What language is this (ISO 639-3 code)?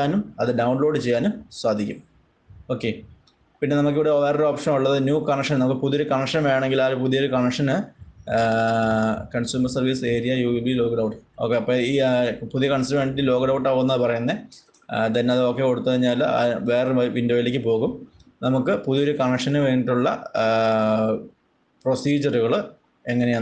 mal